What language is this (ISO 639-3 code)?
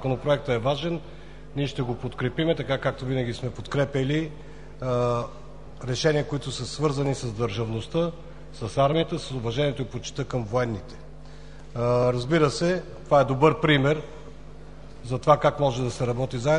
bul